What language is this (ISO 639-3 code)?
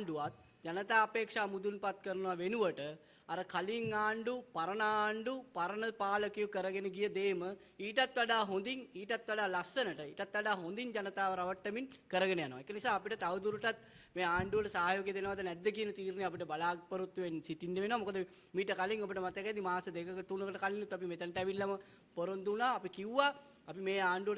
sin